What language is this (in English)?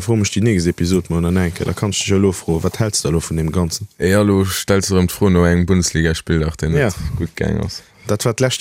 Luxembourgish